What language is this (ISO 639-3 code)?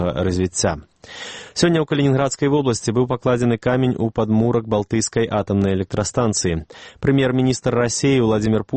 bel